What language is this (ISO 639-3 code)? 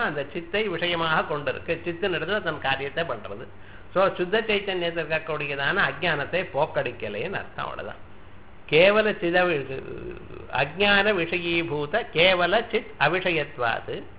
tam